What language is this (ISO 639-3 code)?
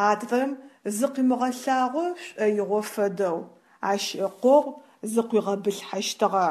ady